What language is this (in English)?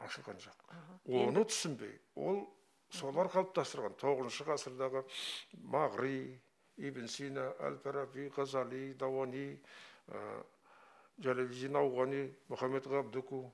Kazakh